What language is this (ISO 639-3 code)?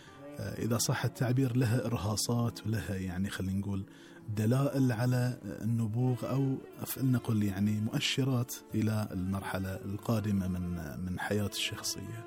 afb